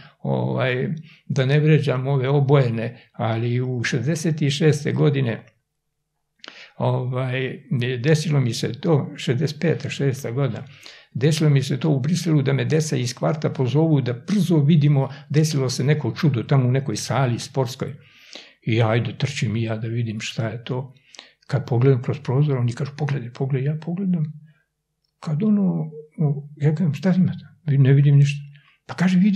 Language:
Serbian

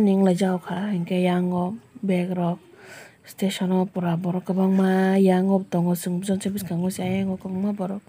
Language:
Kok Borok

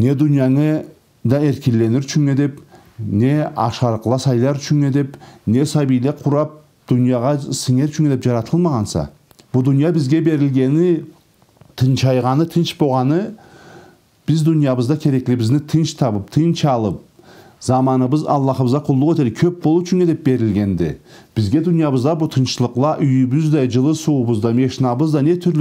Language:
Karachay-Balkar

